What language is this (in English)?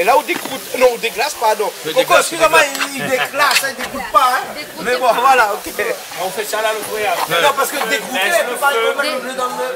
Réunion Creole French